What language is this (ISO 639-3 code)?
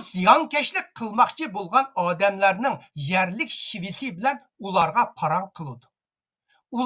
uig